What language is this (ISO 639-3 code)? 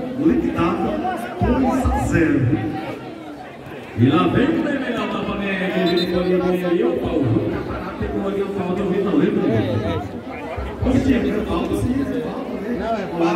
por